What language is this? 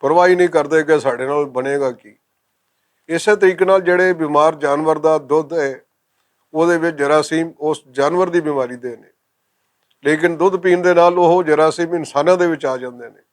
Western Panjabi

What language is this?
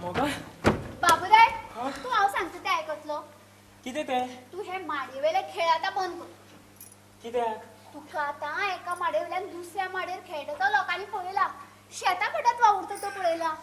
Konkani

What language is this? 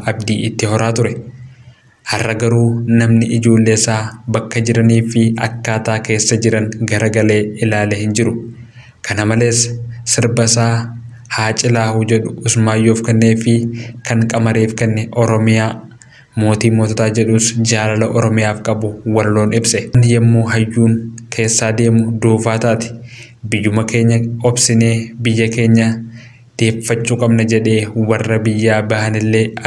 Oromo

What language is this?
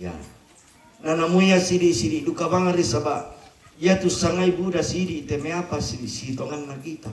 Toraja-Sa'dan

